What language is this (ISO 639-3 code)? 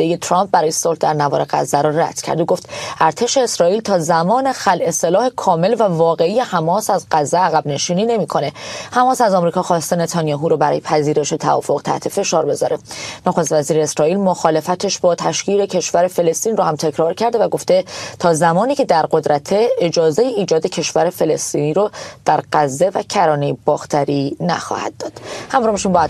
fas